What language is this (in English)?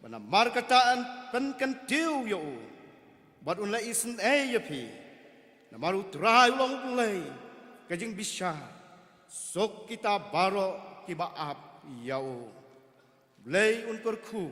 Khasi